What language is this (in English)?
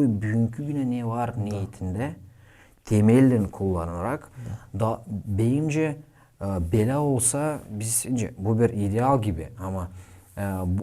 Gagauz